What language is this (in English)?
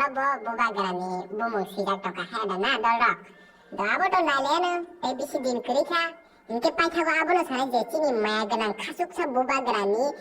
Kok Borok